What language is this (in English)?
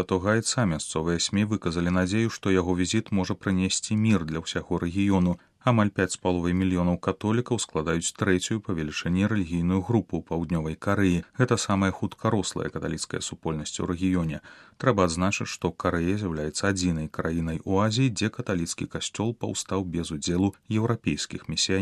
Belarusian